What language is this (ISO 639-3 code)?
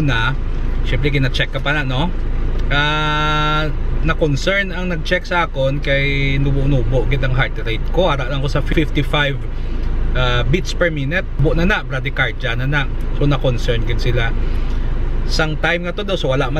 hil